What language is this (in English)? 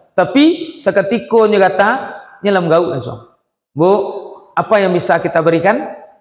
Minangkabau